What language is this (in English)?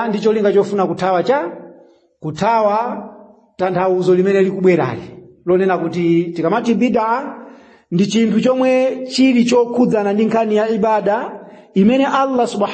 Nyanja